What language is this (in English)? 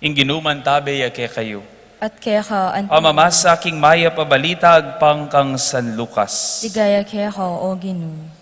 Pampanga